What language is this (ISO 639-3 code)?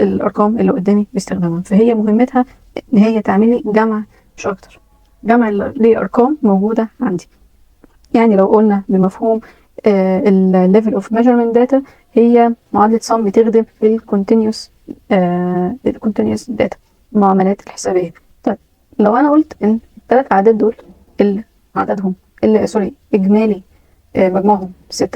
arz